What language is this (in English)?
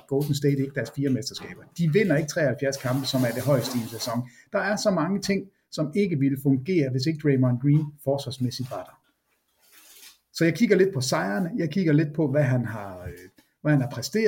Danish